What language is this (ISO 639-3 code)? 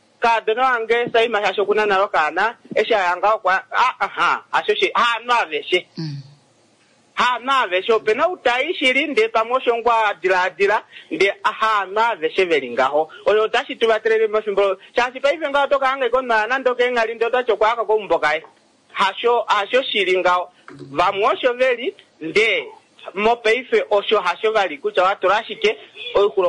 kua